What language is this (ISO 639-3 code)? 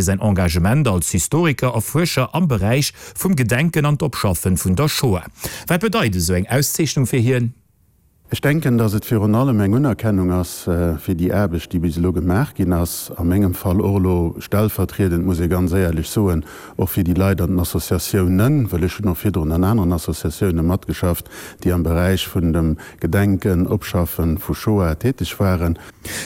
ltz